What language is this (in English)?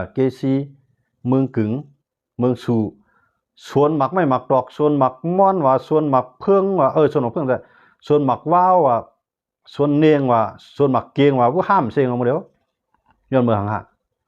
Shan